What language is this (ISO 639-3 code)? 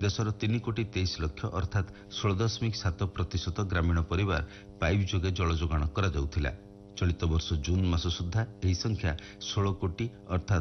ori